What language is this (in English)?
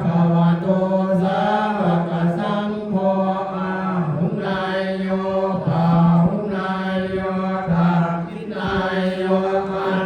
Pali